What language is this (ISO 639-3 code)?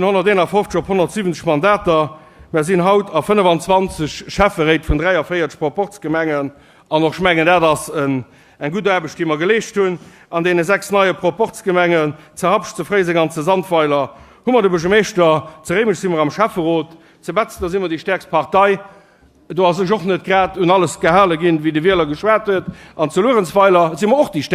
ltz